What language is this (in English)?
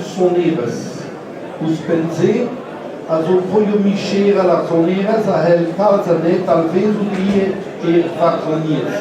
Breton